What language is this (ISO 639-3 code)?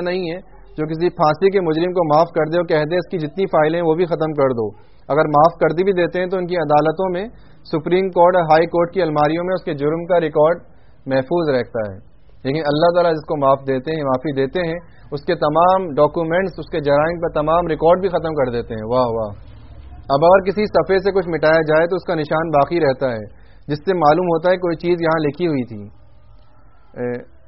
urd